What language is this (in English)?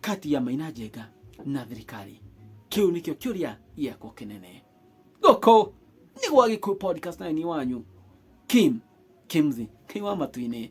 Kikuyu